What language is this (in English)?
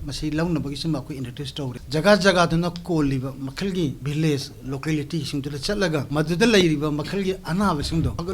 Manipuri